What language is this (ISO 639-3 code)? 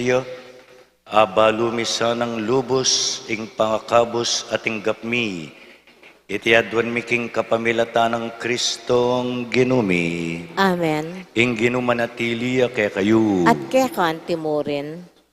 pam